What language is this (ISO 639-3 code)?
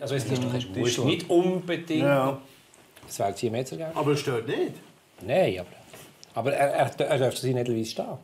gsw